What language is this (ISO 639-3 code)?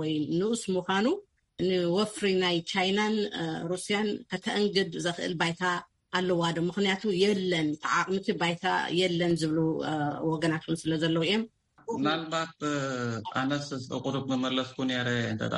tir